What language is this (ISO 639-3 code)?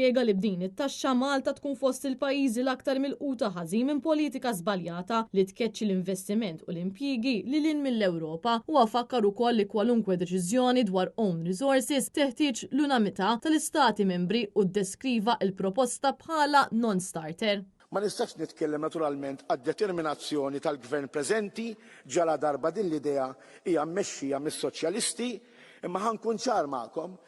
mlt